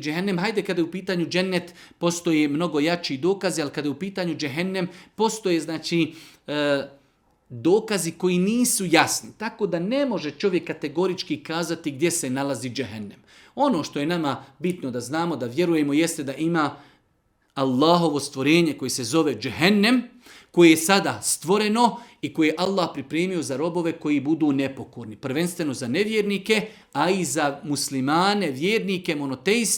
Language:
Bosnian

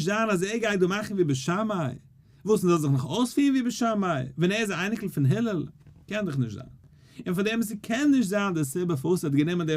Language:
Yiddish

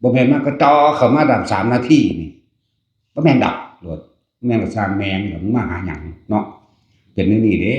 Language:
Northeastern Thai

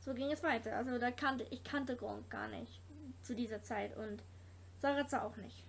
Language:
Swiss German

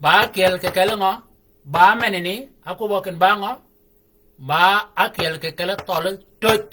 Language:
Shilluk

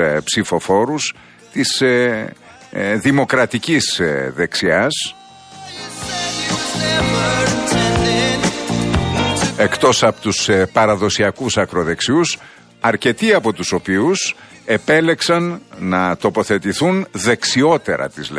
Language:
Greek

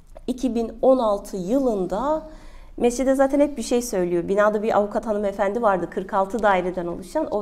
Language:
Turkish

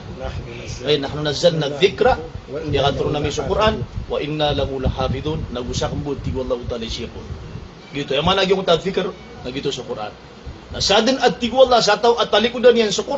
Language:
Maranao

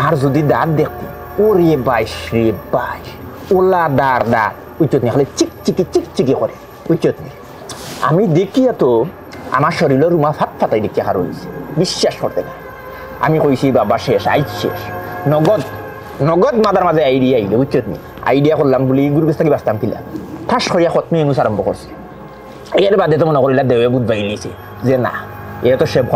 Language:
Sylheti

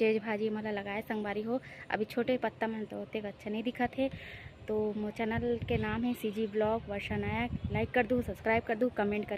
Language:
Chhattisgarhi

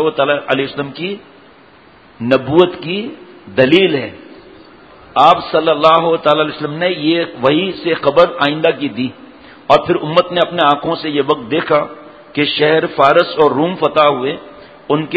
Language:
Urdu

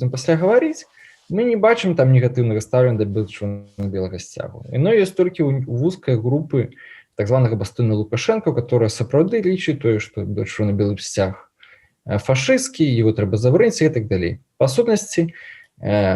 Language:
Belarusian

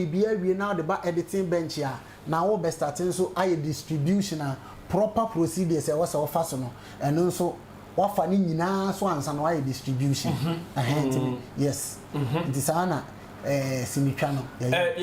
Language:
Akan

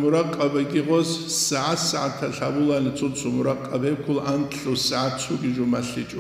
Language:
Avaric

